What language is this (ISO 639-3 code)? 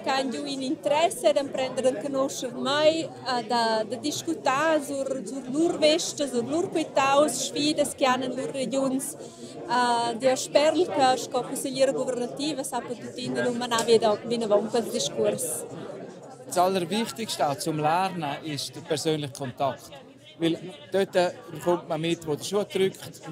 roh